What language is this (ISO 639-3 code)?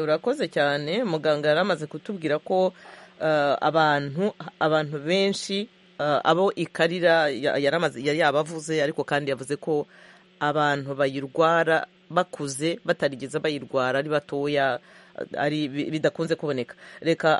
kin